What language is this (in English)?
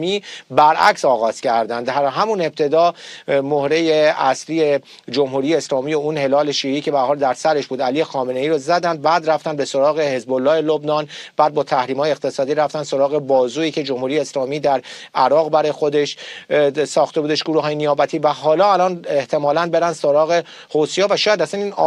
Persian